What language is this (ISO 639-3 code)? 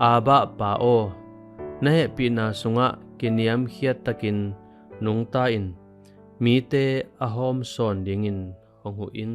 ctd